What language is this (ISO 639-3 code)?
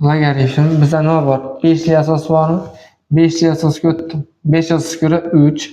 uzb